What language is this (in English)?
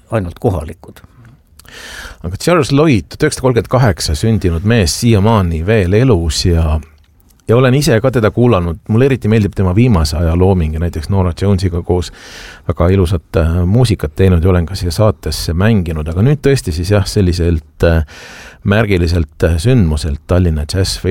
Estonian